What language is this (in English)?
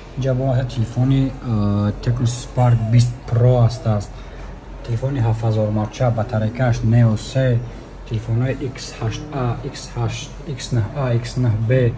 Tajik